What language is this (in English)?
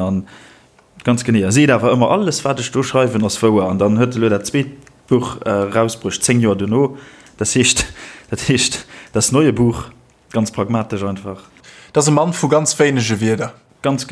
Luxembourgish